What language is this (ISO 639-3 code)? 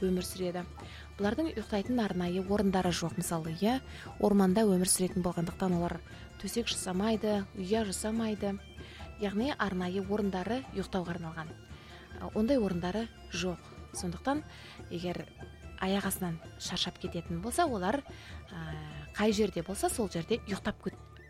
kaz